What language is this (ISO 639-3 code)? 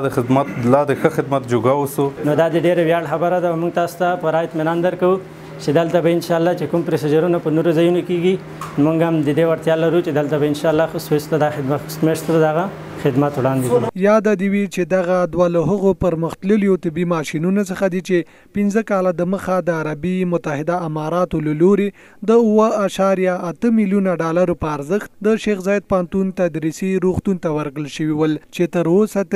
pus